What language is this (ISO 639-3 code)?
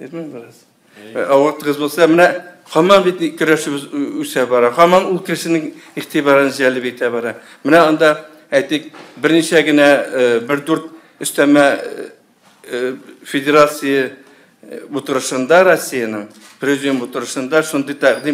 tat